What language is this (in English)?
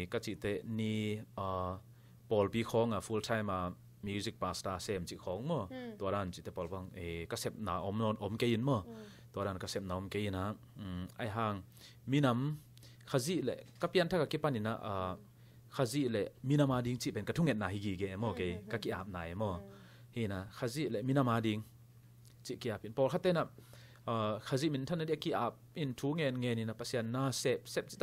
Tedim Chin